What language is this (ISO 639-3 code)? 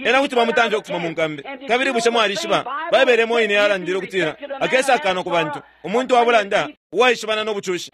bem